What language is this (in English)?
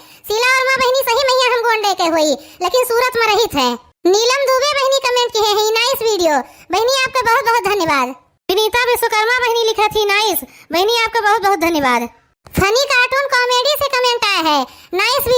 Awadhi